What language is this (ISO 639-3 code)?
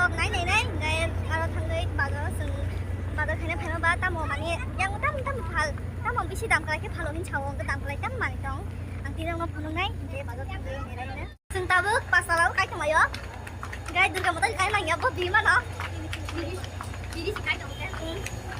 trp